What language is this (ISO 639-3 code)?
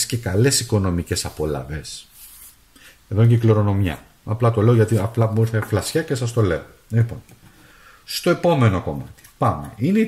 ell